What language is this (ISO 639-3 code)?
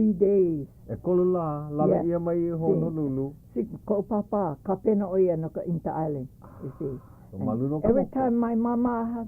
haw